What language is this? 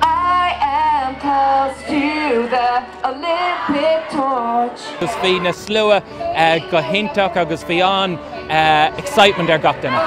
Irish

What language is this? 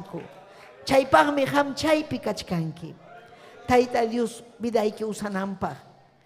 Ayacucho Quechua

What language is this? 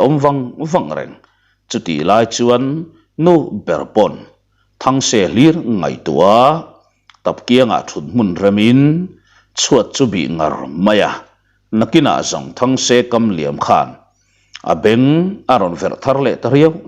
Mizo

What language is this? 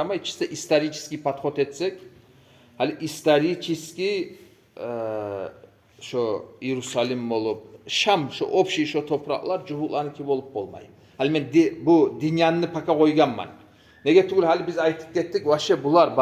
Kumyk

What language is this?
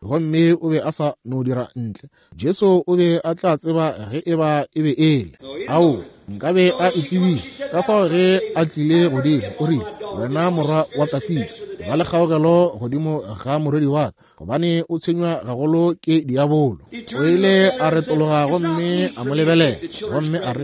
Northern Sotho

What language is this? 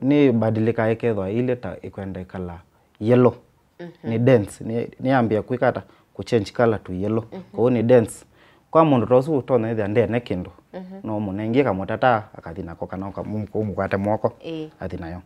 Kamba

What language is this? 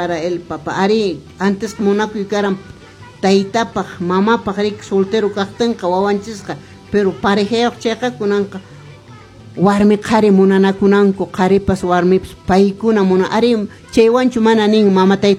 Quechua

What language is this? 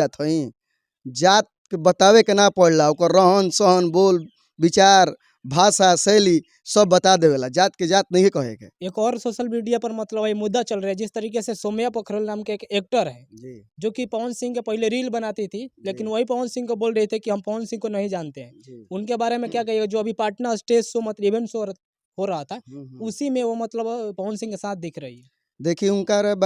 Bhojpuri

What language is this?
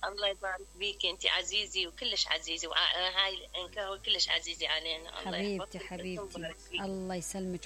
Mesopotamian Arabic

